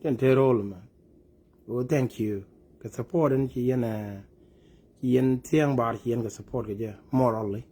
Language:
Nuer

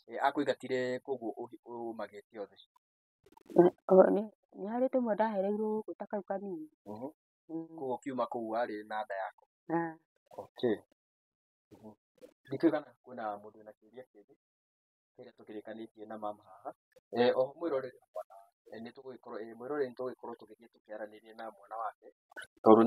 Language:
Kikuyu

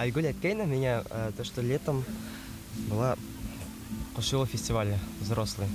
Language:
Bashkir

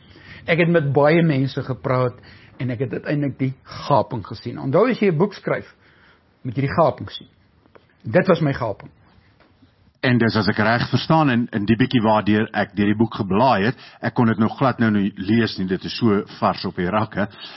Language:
Afrikaans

